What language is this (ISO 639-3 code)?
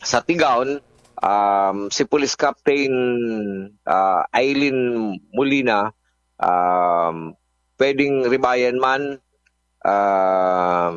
bik